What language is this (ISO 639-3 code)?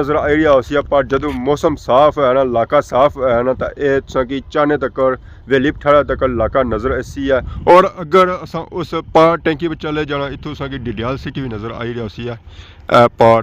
phr